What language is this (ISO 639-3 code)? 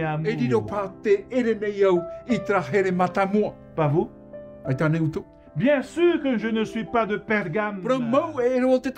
tah